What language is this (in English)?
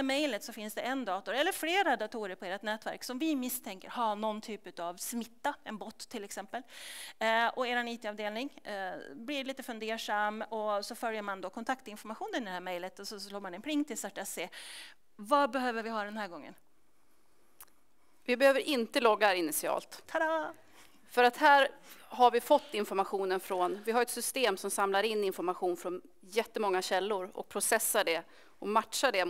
Swedish